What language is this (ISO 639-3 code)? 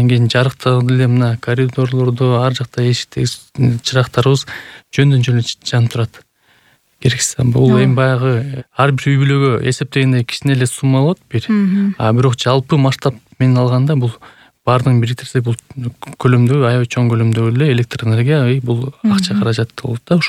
kir